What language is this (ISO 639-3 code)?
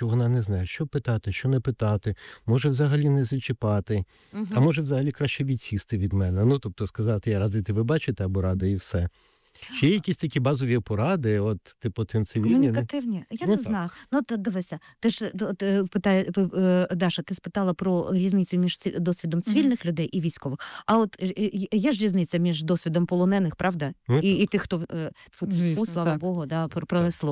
ukr